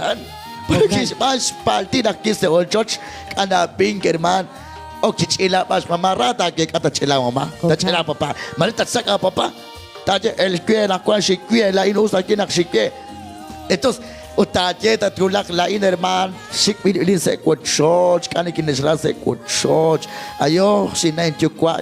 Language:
Kekchí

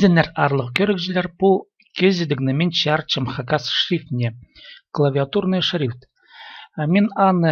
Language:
Khakas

